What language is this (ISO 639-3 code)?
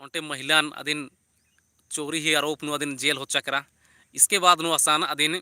kru